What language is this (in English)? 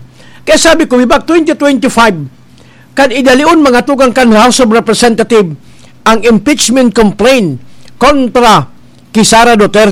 Bikol